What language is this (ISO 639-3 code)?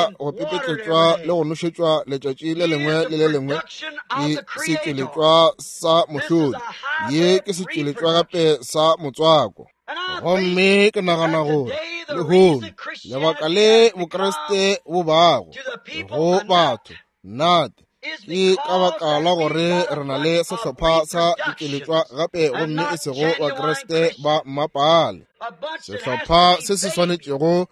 nso